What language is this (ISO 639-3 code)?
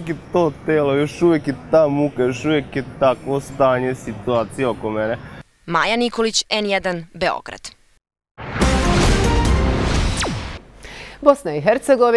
hrv